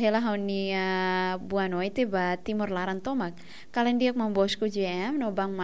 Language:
Tetum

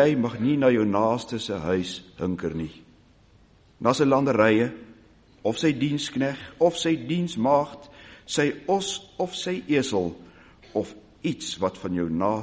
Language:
Afrikaans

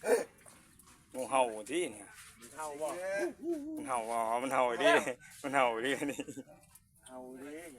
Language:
Lao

